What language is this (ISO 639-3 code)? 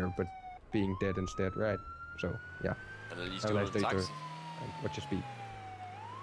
dan